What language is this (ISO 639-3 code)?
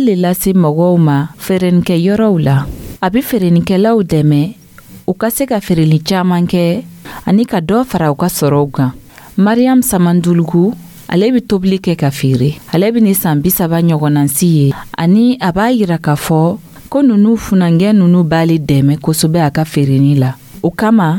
dyu